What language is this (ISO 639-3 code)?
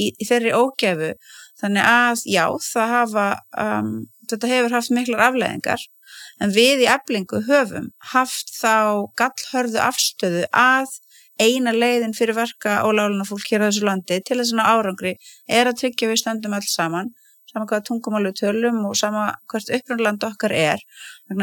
isl